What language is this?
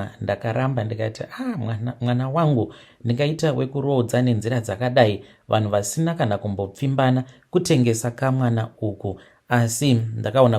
Shona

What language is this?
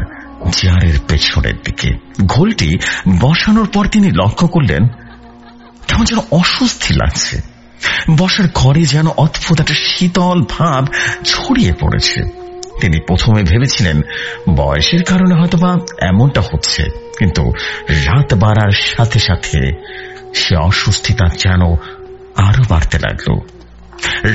Bangla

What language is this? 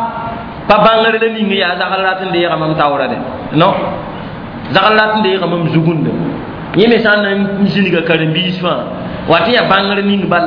Mossi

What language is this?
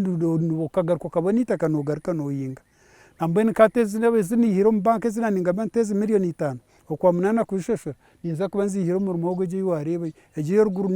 Nyankole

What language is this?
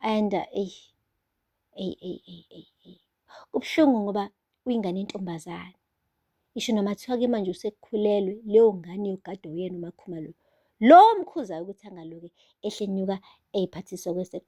Zulu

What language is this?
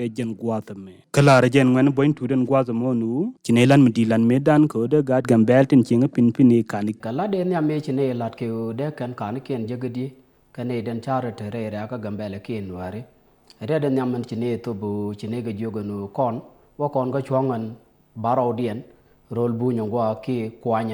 Nuer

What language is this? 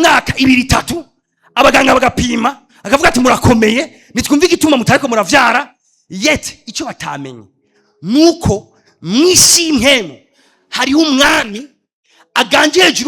Rundi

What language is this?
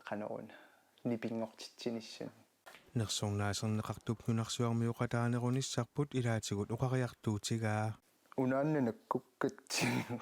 Kalaallisut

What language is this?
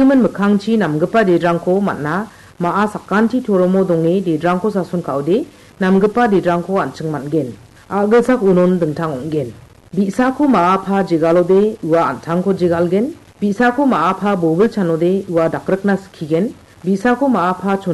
Garo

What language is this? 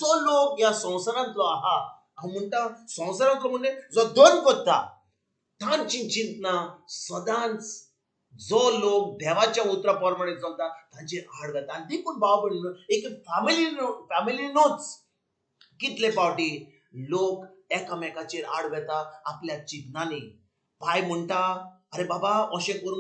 Konkani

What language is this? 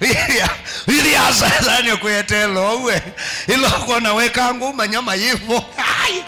Kamba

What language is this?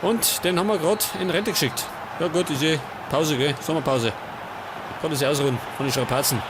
Bavarian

